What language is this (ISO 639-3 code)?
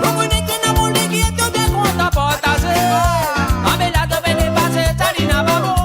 mfe